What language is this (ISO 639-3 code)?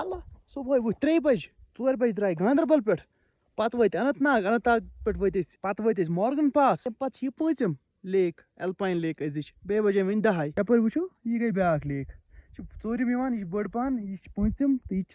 kas